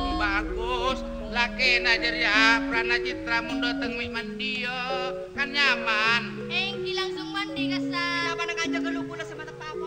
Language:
Madurese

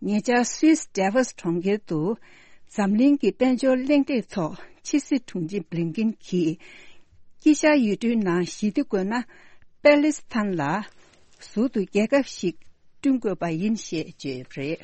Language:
Tibetan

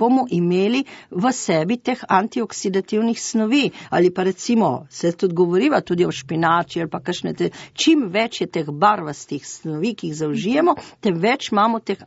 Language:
Slovenian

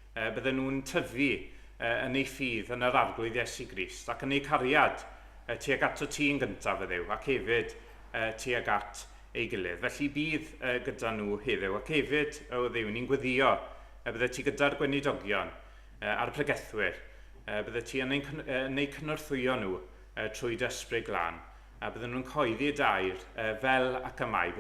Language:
Welsh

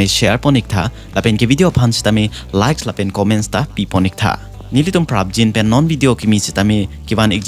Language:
Karbi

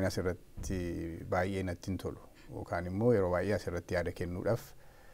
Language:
Oromo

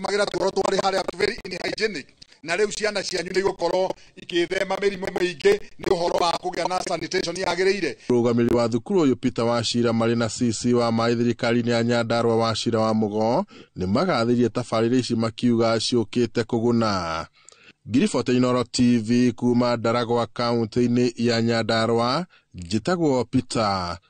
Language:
Kikuyu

